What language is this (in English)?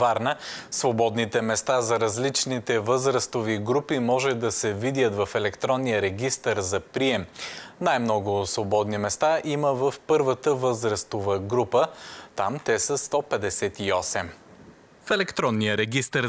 Bulgarian